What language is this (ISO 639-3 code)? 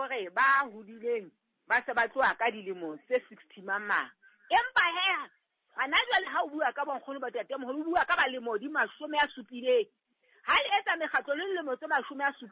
sot